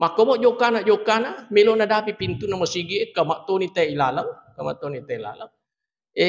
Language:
Buginese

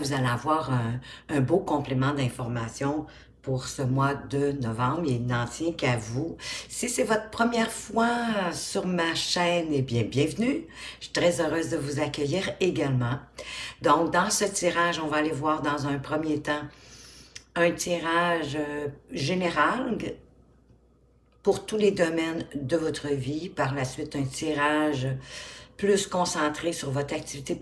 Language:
French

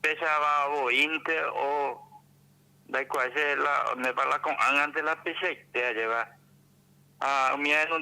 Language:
Guarani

